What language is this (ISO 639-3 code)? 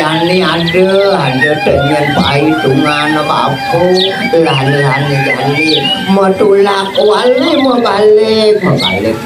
ban